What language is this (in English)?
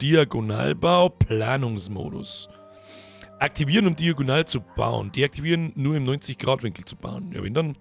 Bavarian